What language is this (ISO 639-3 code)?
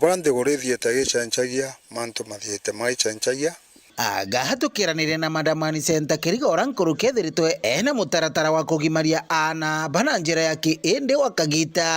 mer